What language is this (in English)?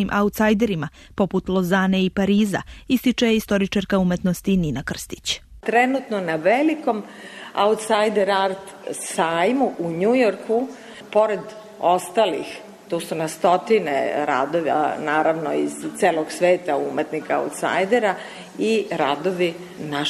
Serbian